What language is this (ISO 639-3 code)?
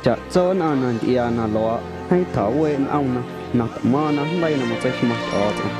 amu